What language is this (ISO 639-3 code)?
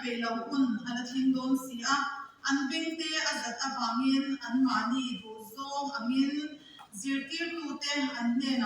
lus